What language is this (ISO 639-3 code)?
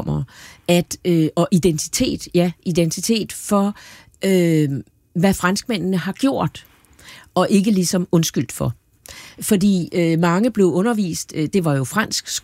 dan